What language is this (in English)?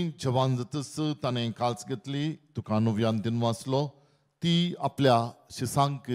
Konkani